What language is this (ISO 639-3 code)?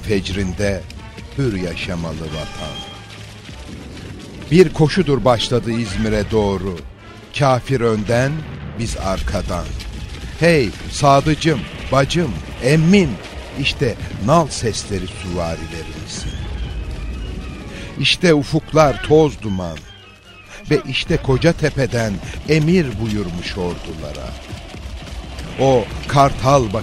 tur